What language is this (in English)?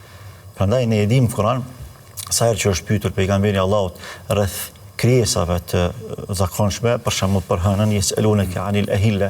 Albanian